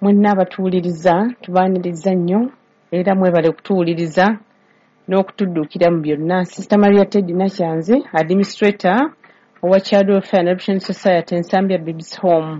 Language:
Ganda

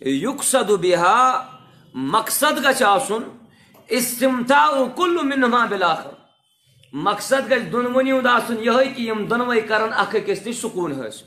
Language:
Kashmiri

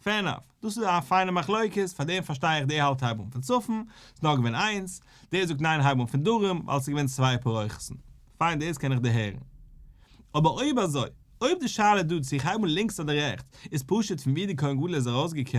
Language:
Yiddish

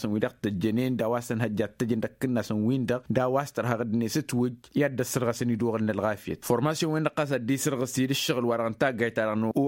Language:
Tamasheq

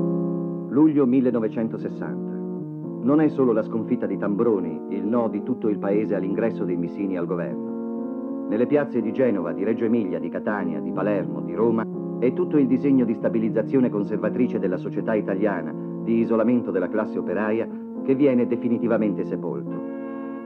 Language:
Italian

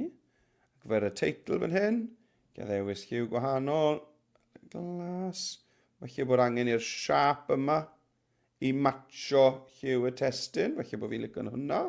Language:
Welsh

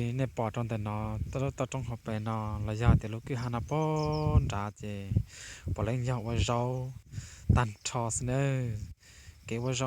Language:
Hmong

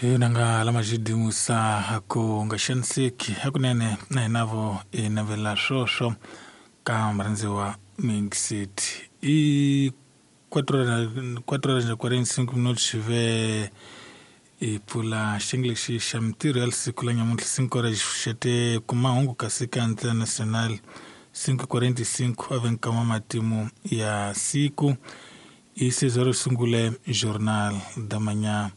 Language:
Tsonga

